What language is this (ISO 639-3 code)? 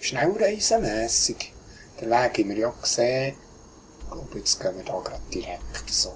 gsw